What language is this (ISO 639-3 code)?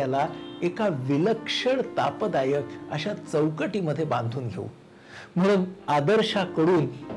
mar